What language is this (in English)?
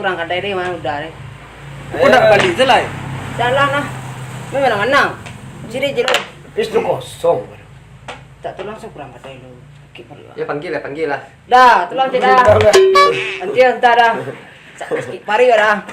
Minangkabau